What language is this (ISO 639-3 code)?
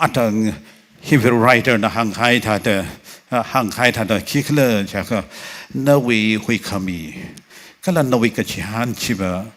nmf